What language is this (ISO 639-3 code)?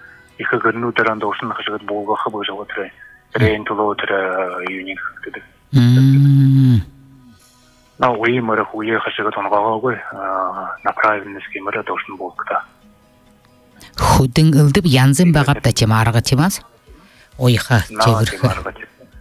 bua